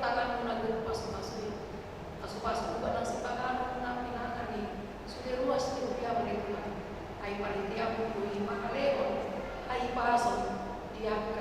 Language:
Batak Toba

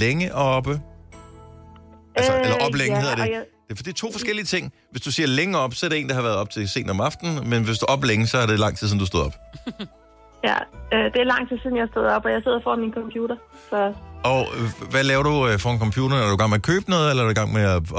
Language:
Danish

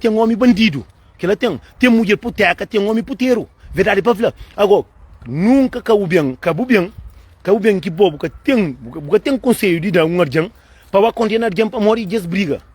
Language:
Kabuverdianu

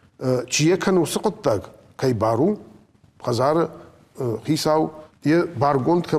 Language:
Ossetic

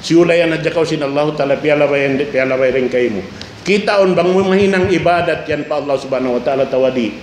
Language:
Tausug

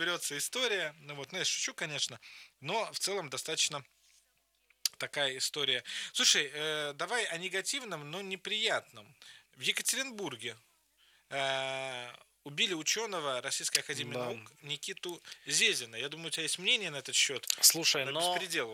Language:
Russian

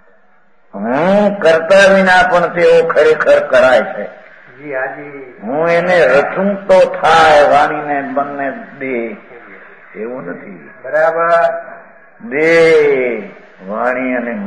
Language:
Gujarati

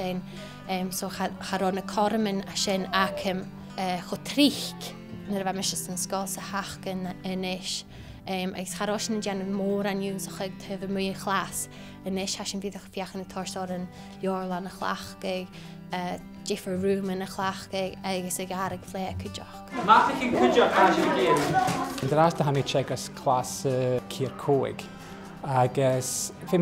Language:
Scottish Gaelic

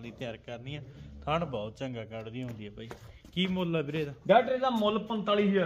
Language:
Punjabi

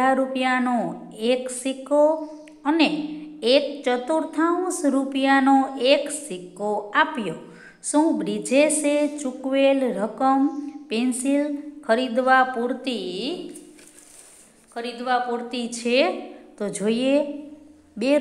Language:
Gujarati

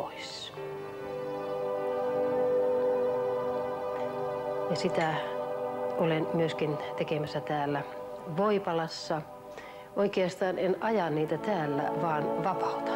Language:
Finnish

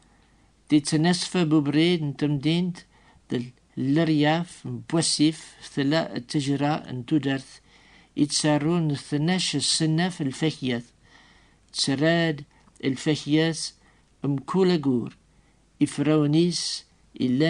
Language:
Kabyle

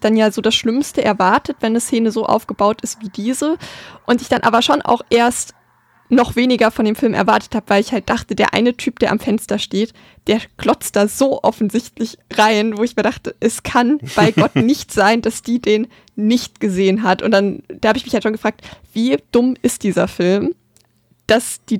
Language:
German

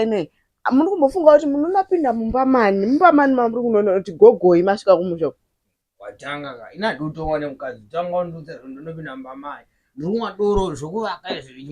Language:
Shona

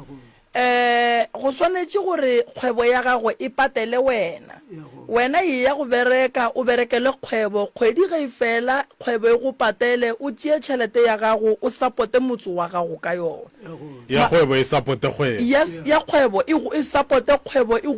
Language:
Northern Sotho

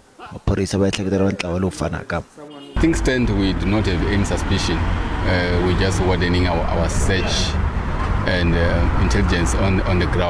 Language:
Tsonga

